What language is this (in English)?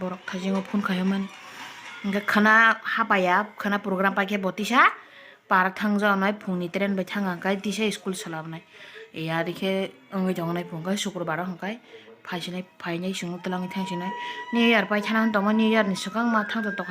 Kok Borok